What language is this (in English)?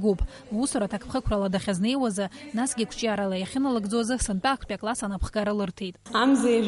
Abkhazian